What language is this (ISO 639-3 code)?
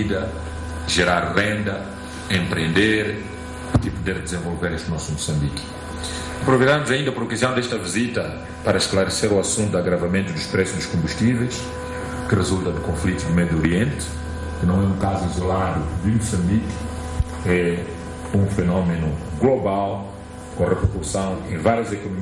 por